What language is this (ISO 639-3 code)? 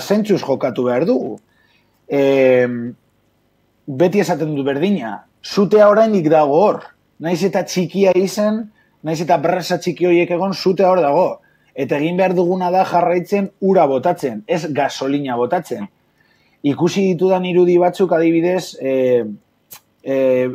eus